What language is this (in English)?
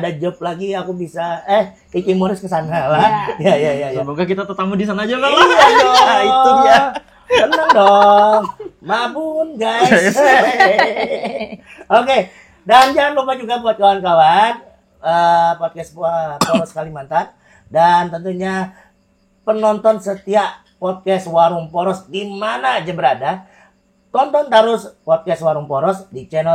Banjar